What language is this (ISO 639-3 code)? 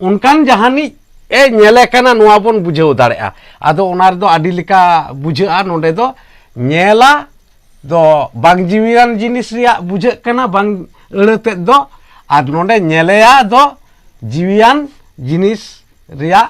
sat